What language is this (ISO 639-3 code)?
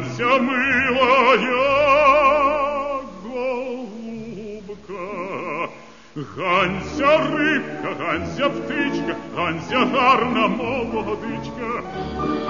ukr